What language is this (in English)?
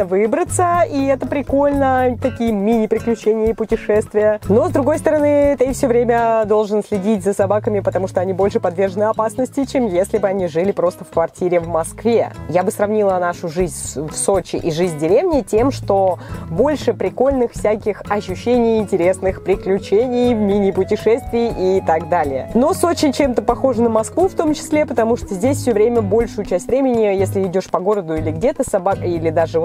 Russian